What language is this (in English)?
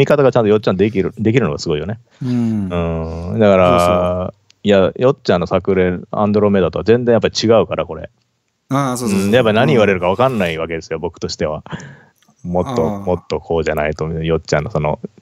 Japanese